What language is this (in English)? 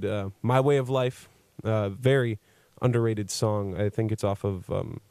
English